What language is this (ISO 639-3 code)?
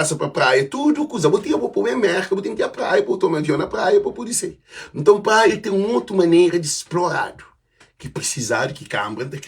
kea